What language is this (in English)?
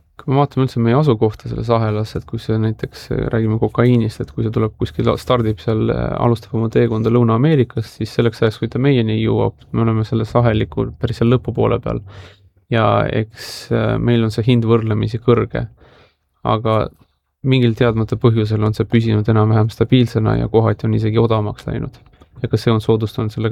Estonian